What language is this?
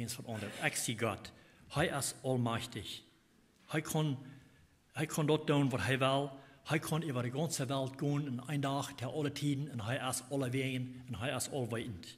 Plautdietsch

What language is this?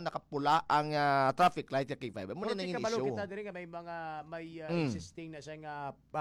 Hiligaynon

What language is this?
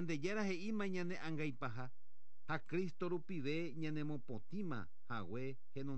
Guarani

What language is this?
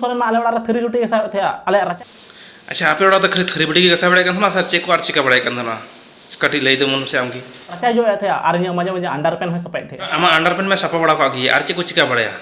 Santali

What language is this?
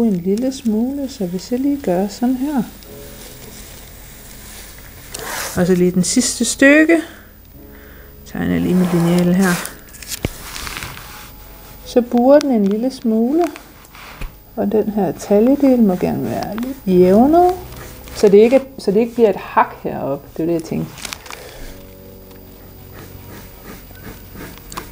Danish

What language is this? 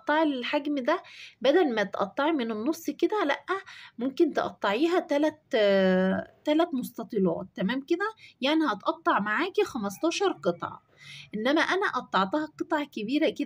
Egyptian Arabic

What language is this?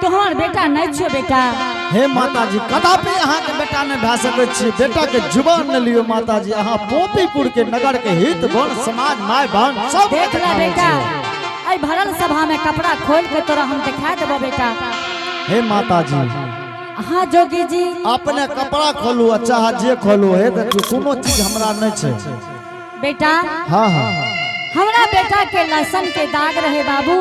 Angika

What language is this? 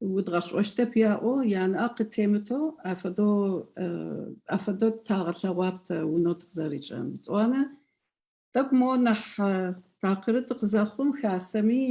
Adyghe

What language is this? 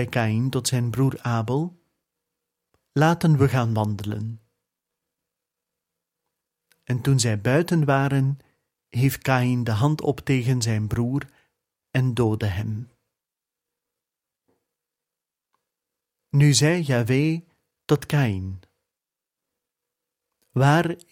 Dutch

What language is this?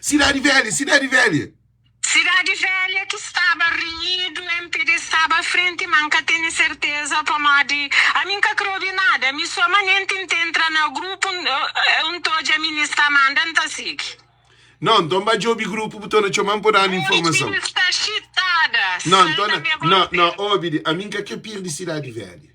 Kabuverdianu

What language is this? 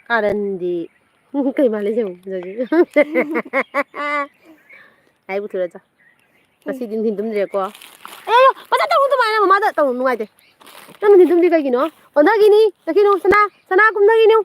Manipuri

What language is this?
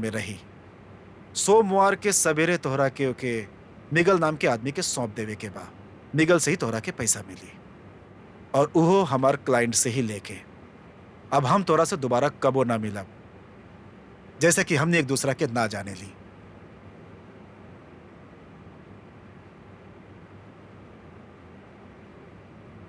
Bhojpuri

